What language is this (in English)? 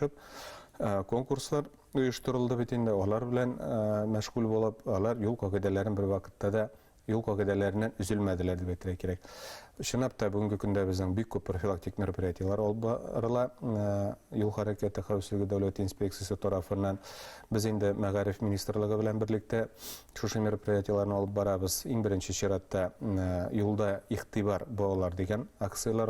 Bashkir